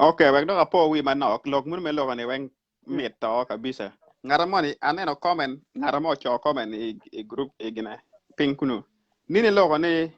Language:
Acoli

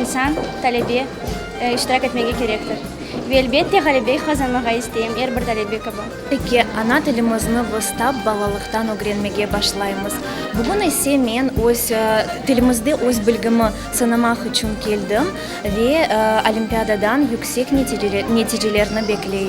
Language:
Crimean Tatar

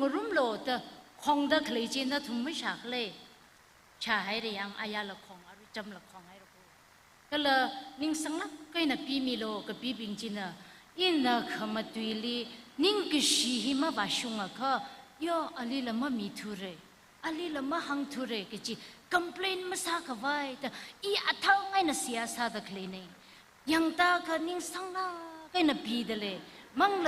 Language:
Tangkhul Naga (India)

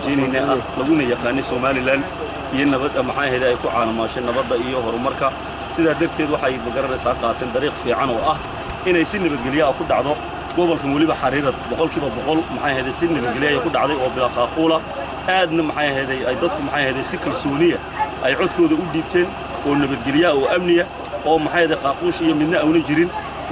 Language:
Somali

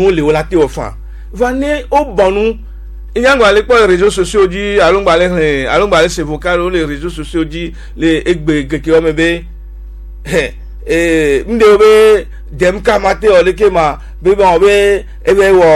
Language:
Gen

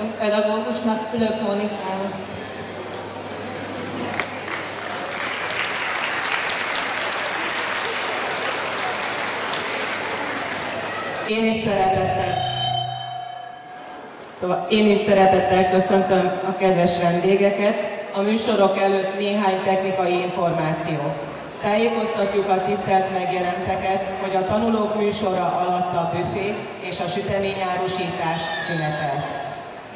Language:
Hungarian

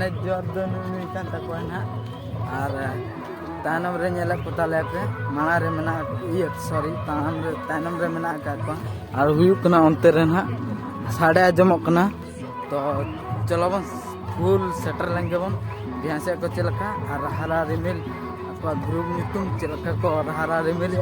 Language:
Santali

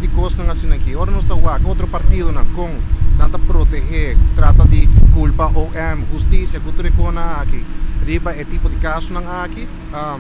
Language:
Papiamento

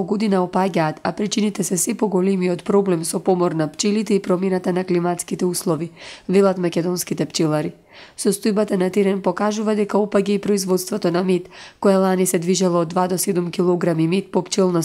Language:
Macedonian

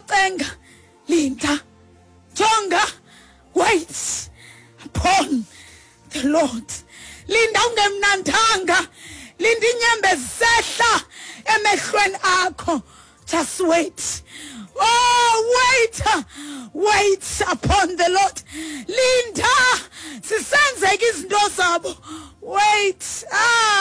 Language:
Xhosa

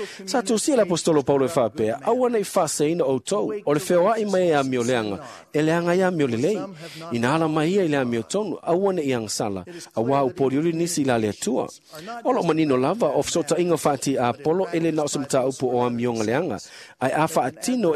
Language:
Samoan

